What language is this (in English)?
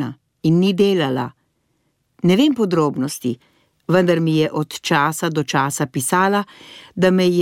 Slovenian